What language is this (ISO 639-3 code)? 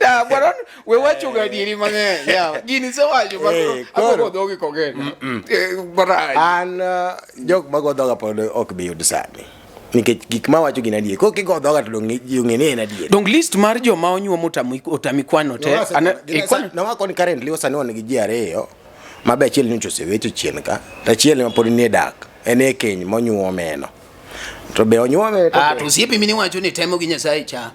luo